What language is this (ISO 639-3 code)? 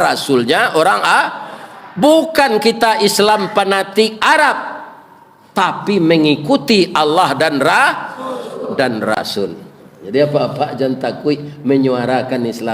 min